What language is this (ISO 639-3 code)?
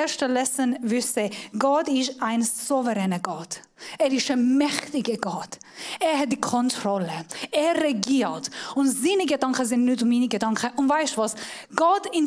gsw